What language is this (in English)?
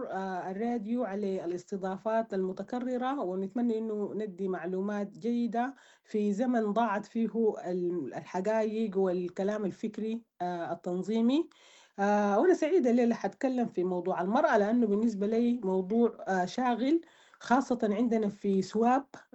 Sudanese Arabic